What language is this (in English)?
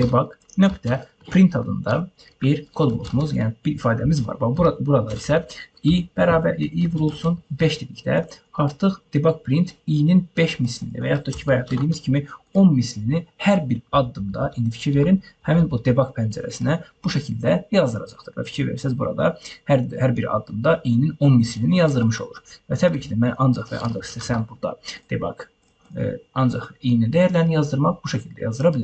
Azerbaijani